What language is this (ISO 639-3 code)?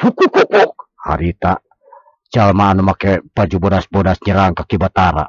sun